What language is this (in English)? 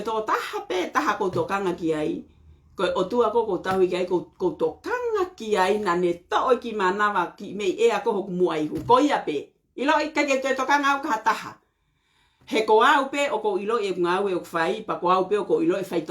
Tongan